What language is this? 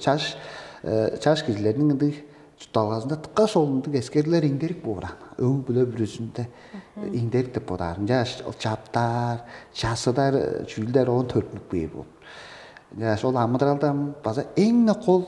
Tuvinian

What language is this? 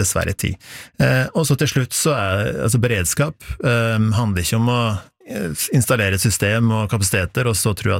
Norwegian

